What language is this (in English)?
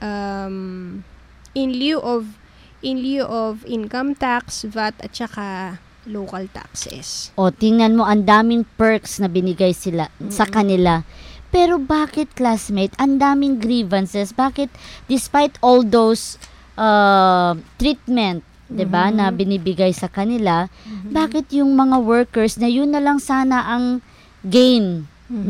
Filipino